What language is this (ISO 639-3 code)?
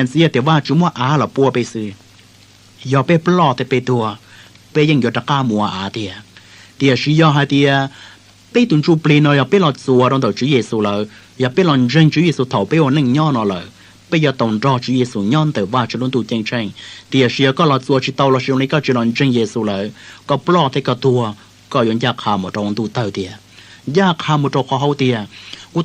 hmn